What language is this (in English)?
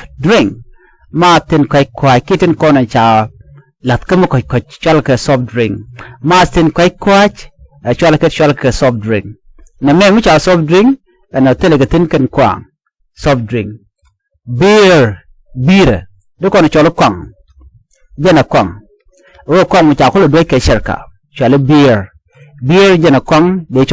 Nuer